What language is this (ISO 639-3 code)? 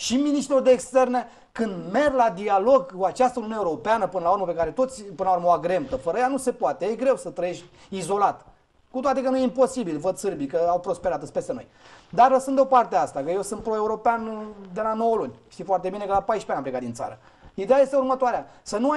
ron